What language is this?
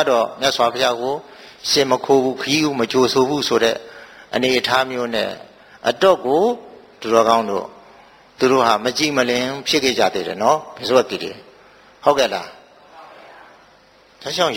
Burmese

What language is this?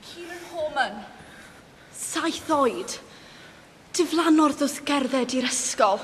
Welsh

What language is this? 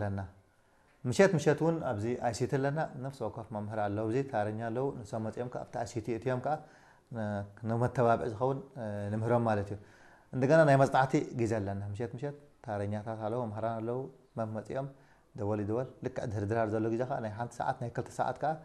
Tigrinya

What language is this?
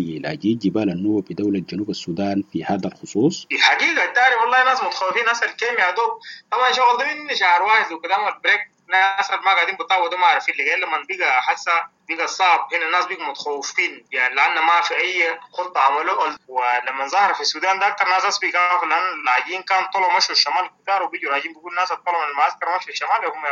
Sudanese Arabic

